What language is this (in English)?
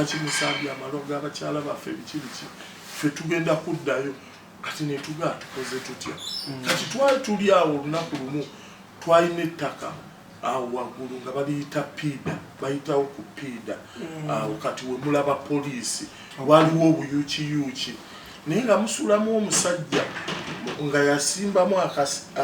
Ganda